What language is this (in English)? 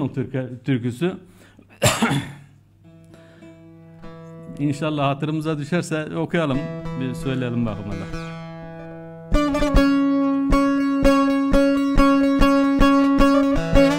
Turkish